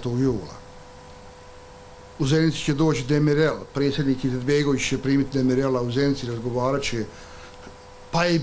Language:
Bosnian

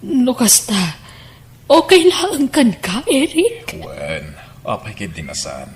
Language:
Iloko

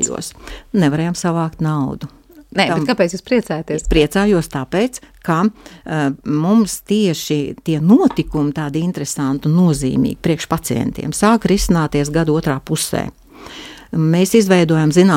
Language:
Latvian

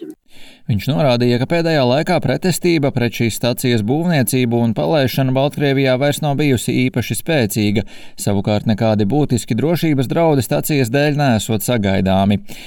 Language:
Latvian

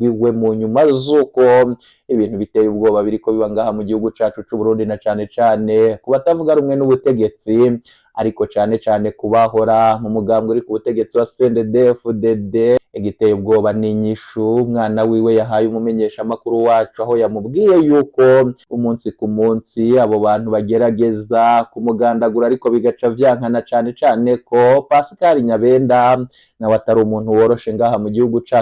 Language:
Rundi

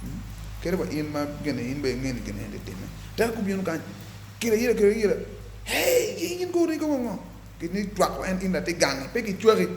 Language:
Acoli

